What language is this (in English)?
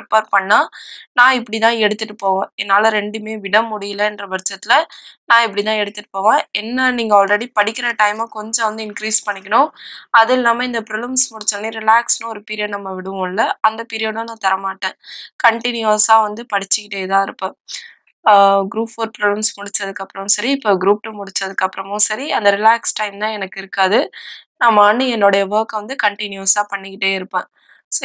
Tamil